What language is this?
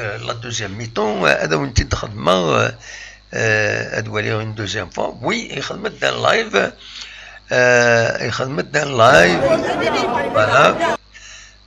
Kabyle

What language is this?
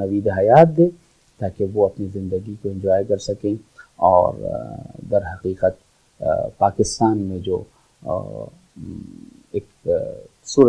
Urdu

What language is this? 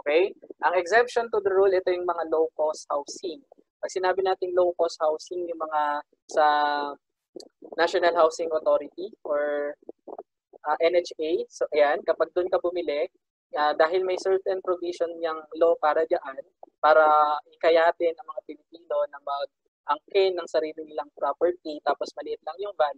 Filipino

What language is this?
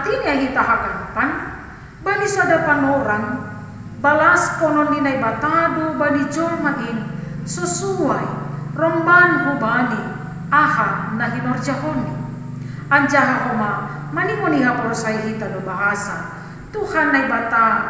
Batak Simalungun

